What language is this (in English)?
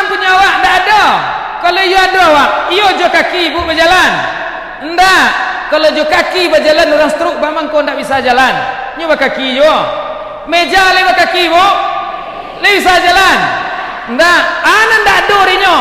Minangkabau